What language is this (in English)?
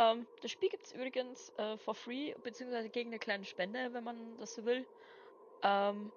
Bavarian